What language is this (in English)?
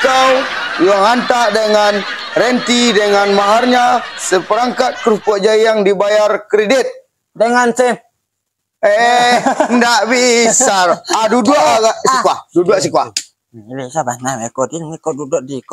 Minangkabau